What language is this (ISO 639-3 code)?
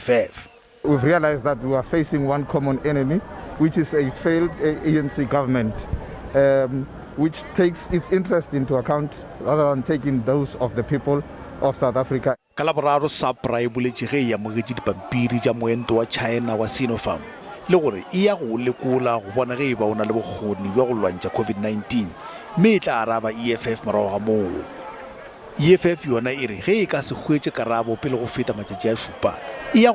nso